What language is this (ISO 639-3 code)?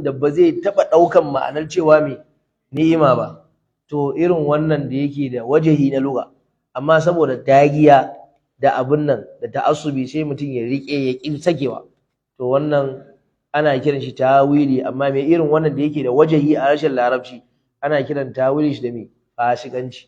hau